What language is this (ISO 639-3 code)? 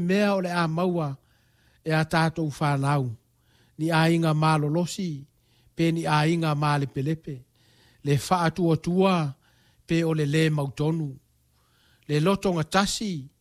smo